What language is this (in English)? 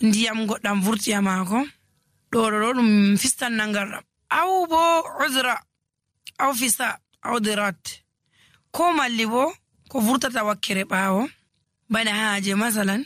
Nigerian Fulfulde